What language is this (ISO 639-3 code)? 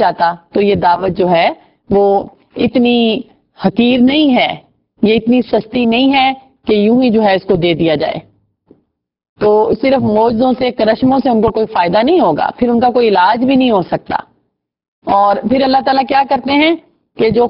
urd